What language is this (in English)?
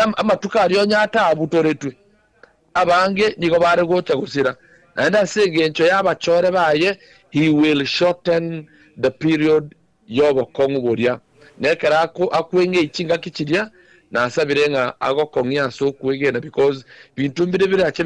Gusii